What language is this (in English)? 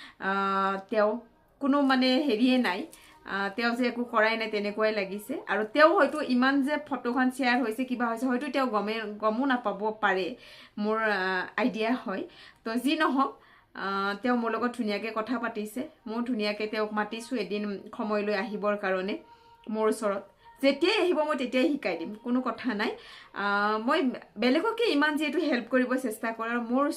Assamese